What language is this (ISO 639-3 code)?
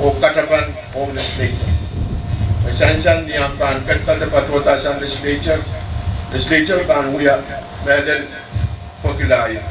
pon